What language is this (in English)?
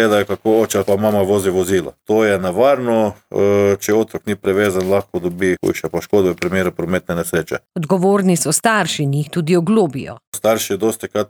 Slovenian